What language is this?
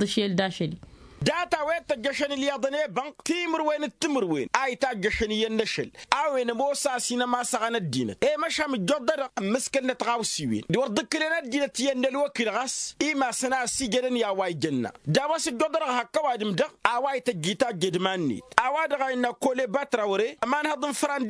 Tamasheq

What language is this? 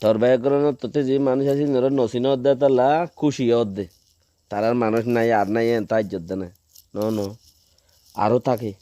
Rohingya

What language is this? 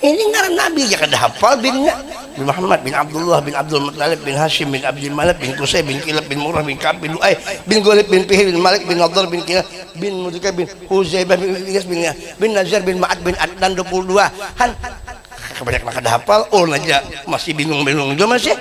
Banjar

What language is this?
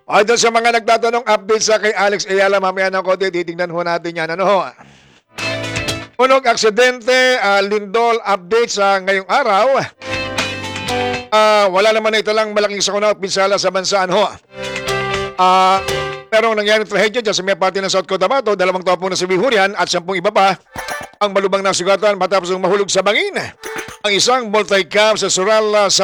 Filipino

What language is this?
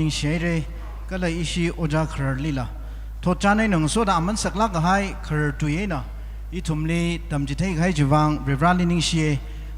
Tangkhul Naga (India)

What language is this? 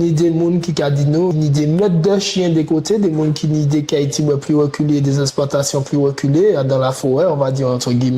Guadeloupean Creole French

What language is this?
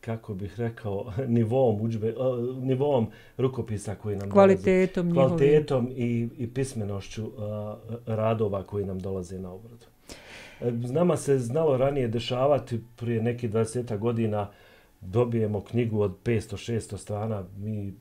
Bosnian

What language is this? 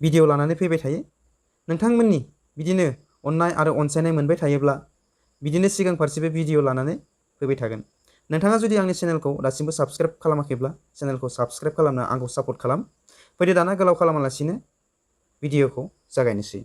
Bodo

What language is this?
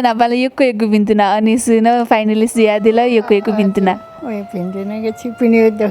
Newari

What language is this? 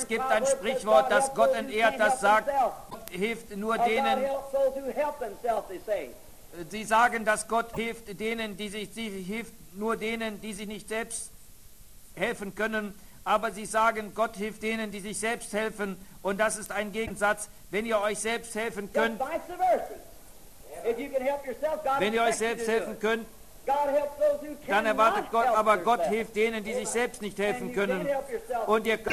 German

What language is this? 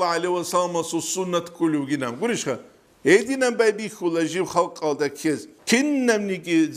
Avaric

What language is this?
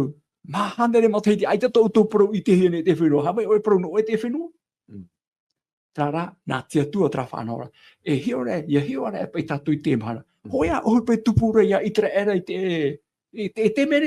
Tahitian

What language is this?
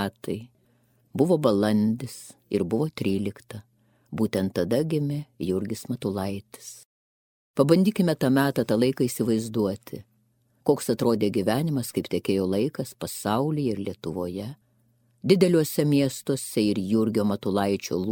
Lithuanian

